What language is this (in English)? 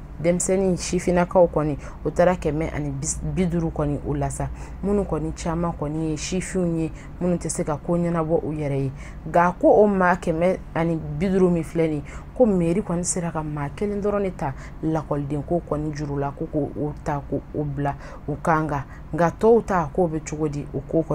Bambara